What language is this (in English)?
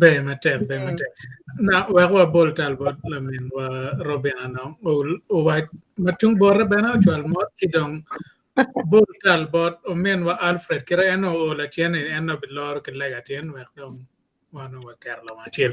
Acoli